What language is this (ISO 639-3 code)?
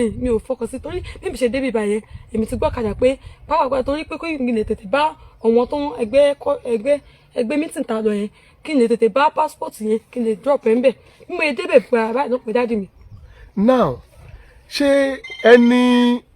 yor